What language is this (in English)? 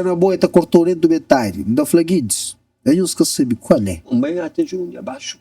Kabuverdianu